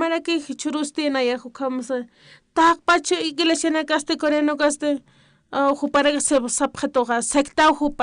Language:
Aymara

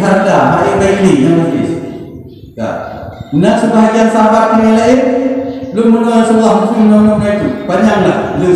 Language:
Achinese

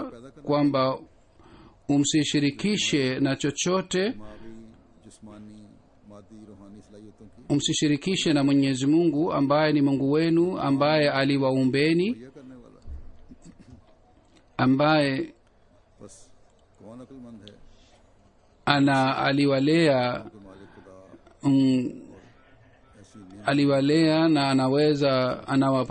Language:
Swahili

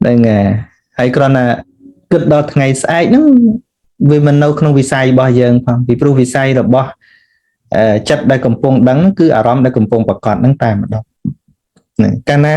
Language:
Khmer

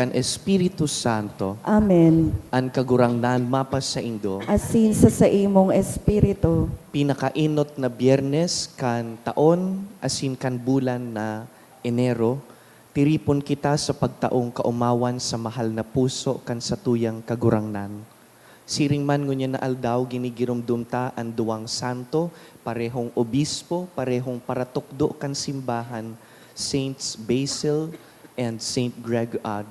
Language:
Bikol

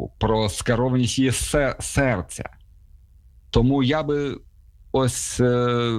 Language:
Ukrainian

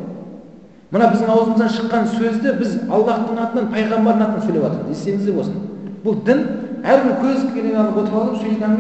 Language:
Kazakh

